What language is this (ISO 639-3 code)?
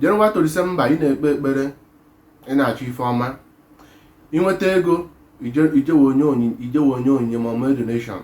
ibo